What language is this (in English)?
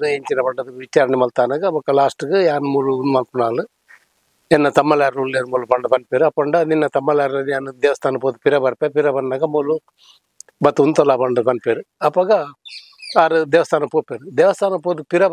Tulu